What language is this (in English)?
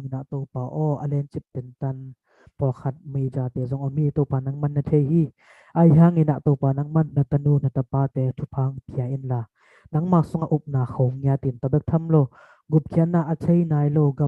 Tedim Chin